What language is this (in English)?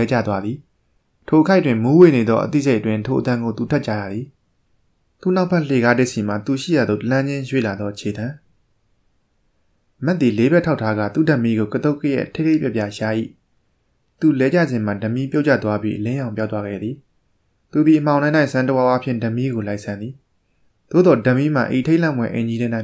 Burmese